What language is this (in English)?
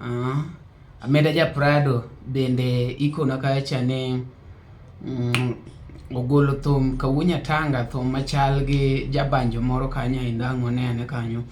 Luo (Kenya and Tanzania)